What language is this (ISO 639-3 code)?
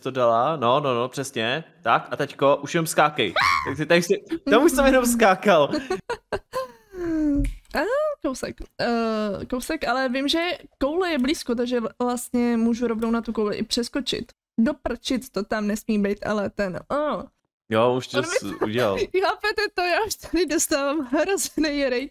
ces